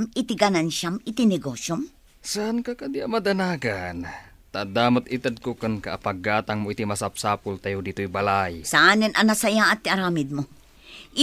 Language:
Iloko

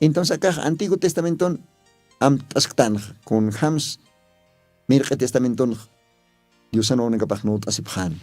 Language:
Aymara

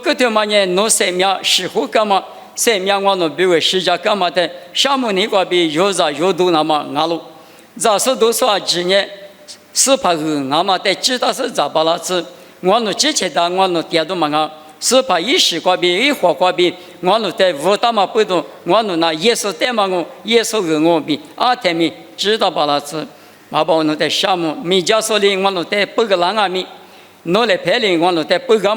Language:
Lisu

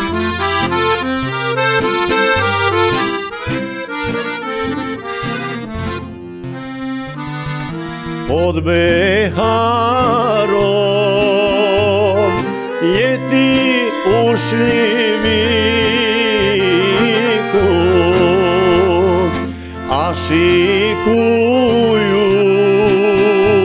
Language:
Bosnian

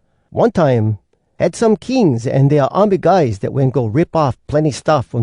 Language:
Hawai'i Creole English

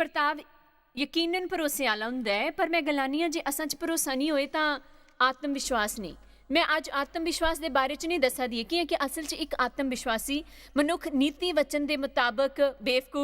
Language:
Dogri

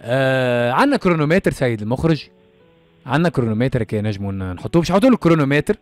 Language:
Tunisian Arabic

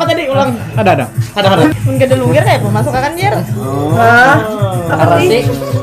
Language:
Banjar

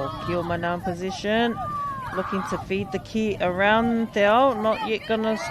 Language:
Māori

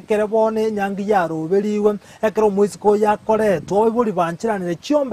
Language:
Gusii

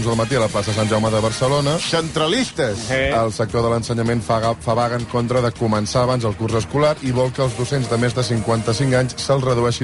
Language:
Catalan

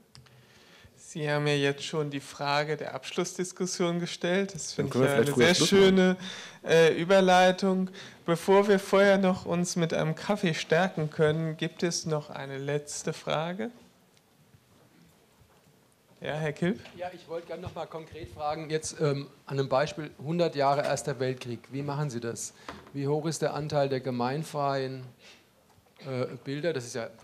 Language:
German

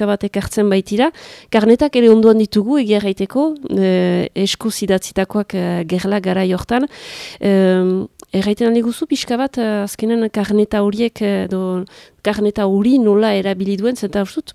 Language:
Basque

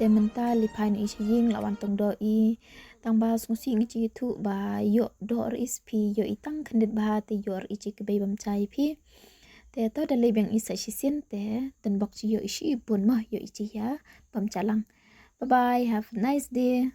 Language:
Khasi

